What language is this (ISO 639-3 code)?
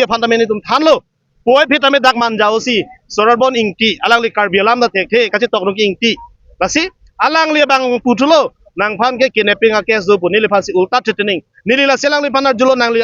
mjw